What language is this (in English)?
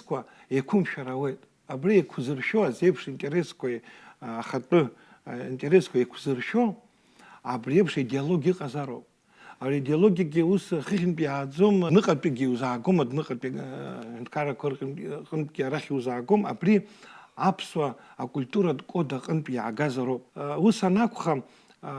Abkhazian